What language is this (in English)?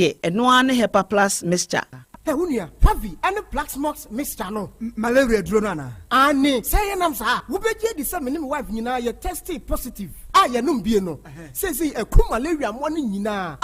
Akan